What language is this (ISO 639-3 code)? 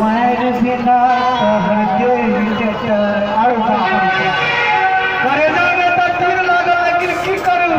mai